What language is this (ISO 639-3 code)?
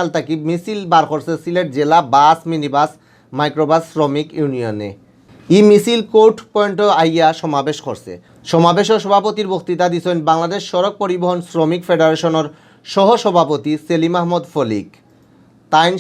syl